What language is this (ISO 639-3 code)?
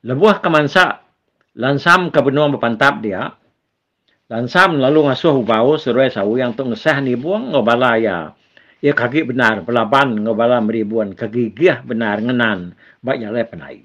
iba